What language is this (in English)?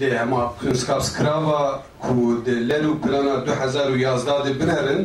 Kurdish